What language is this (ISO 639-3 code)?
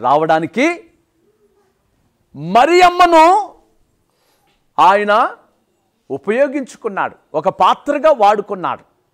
tel